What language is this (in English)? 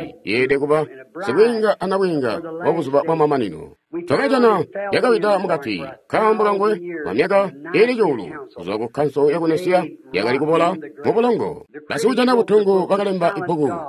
Tonga (Zambia)